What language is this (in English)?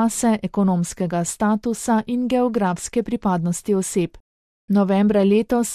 Slovenian